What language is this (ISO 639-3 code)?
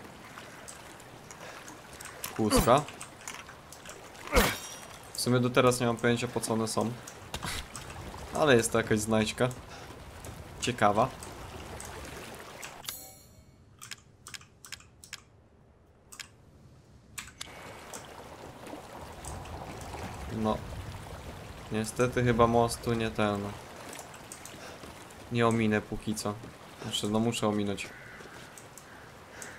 pol